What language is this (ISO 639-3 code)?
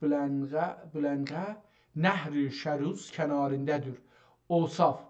azb